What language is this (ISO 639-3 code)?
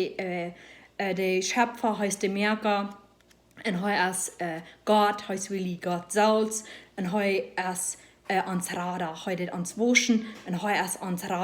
pdt